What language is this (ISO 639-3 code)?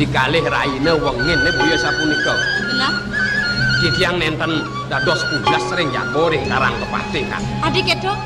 ban